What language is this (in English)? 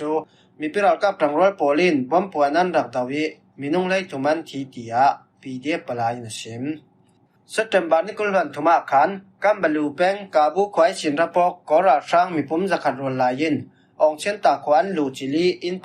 Falam Chin